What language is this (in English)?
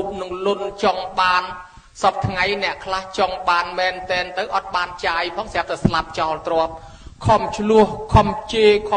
Khmer